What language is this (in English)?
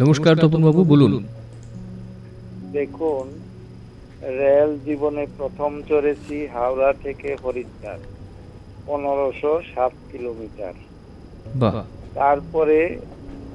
Bangla